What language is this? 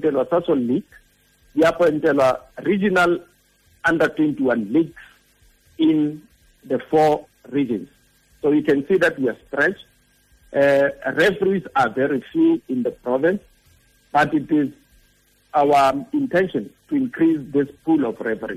Tswana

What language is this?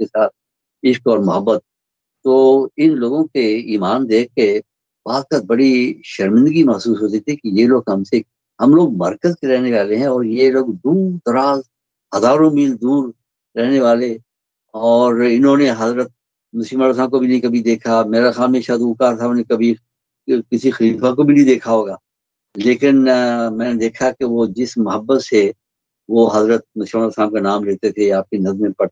Urdu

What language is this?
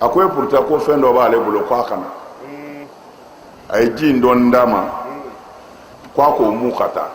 Bambara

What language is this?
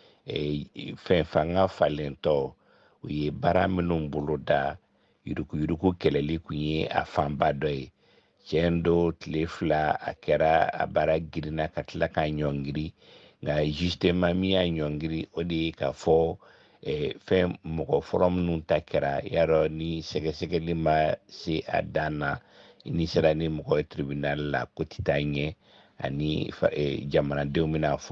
Bambara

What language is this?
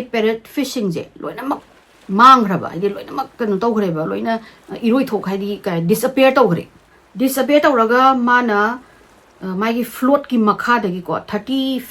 Manipuri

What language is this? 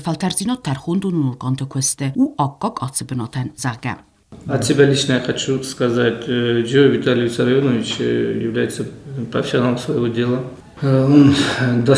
Ossetic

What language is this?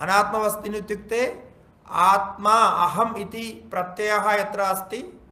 Sanskrit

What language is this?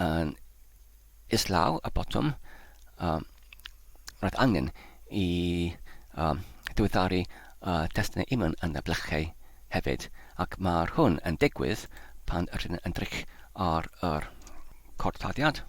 Welsh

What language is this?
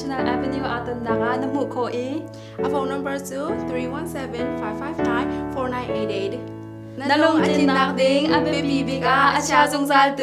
Hakha Chin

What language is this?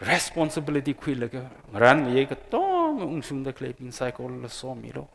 Tangkhul Naga (India)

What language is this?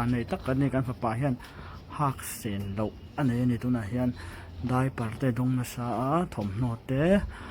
Mizo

